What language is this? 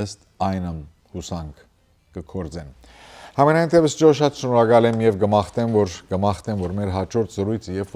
Western Armenian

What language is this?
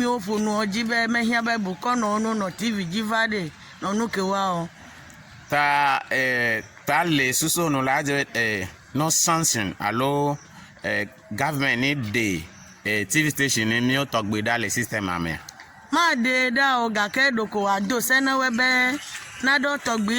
Ewe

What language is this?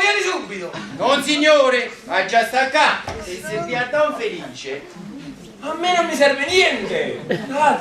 Neapolitan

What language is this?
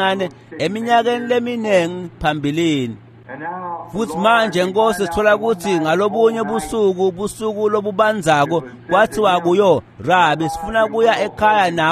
Swati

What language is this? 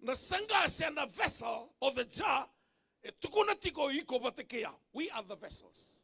Fijian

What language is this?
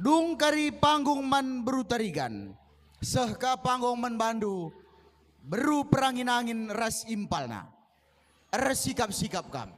Batak Karo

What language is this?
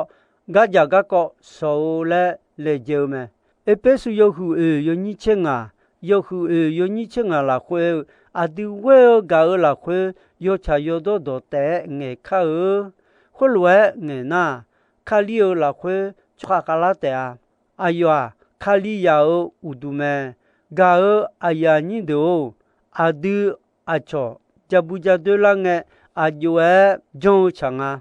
Akha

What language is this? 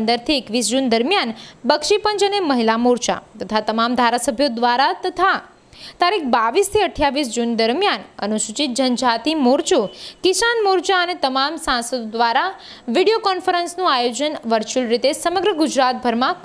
Gujarati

